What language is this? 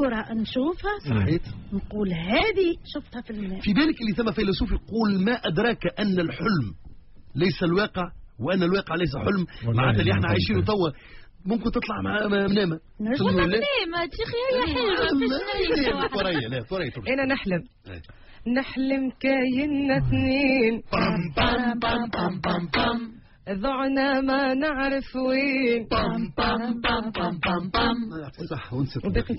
Tunisian Arabic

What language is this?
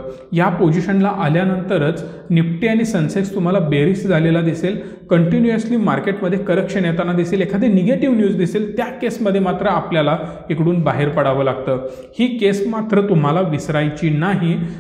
Marathi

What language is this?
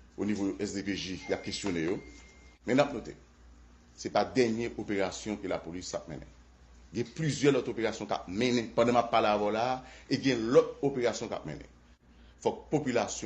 Haitian Creole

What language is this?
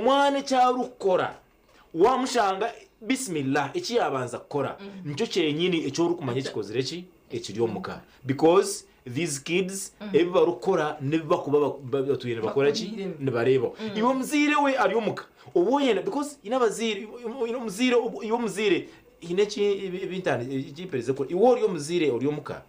Nyankole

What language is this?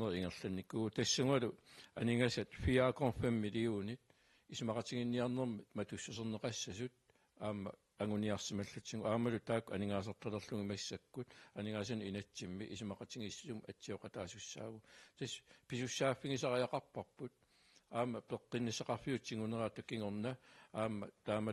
Kalaallisut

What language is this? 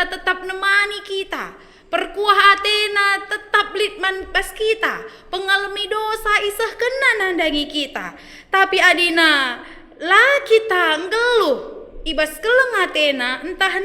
Batak Karo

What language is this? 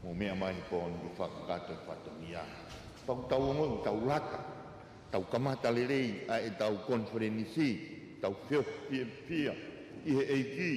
Tongan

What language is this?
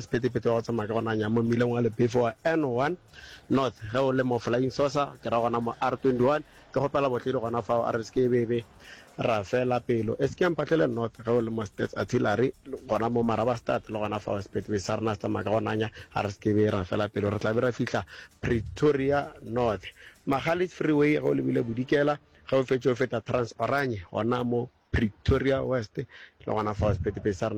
Northern Sotho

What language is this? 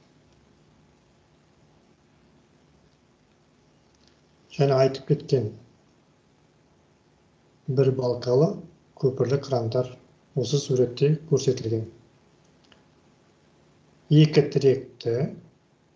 Kazakh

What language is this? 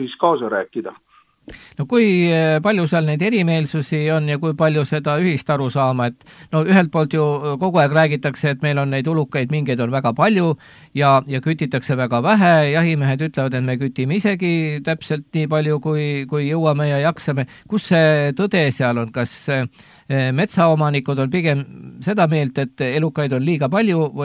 Estonian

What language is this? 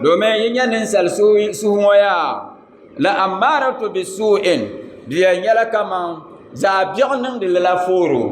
Dagbani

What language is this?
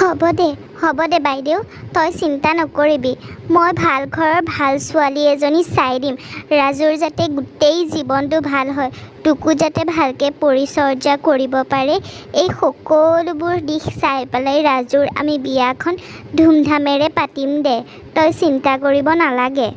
Assamese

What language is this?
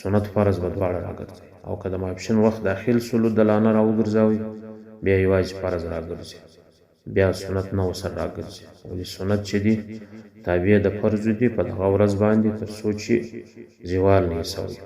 Pashto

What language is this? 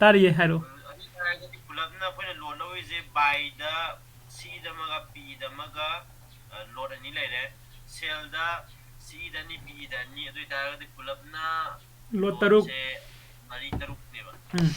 Manipuri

